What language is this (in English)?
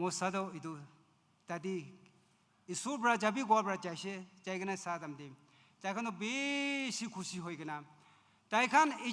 Naga Pidgin